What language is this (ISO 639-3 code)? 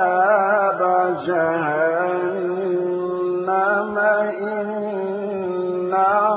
ara